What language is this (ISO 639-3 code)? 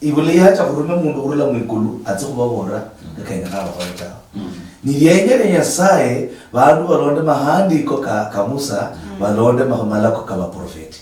luy